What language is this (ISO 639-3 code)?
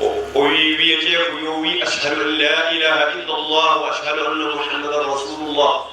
ful